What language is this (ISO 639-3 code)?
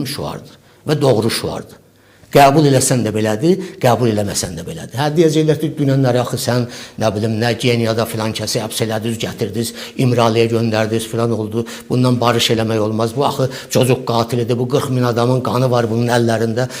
aze